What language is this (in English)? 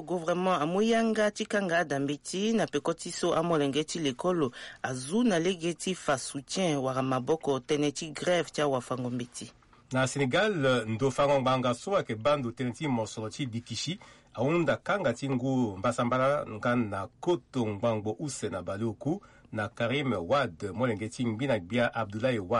Sango